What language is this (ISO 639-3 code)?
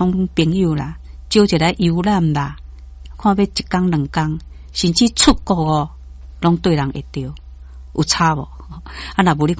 nan